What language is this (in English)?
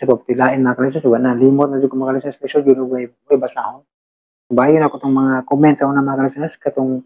Cebuano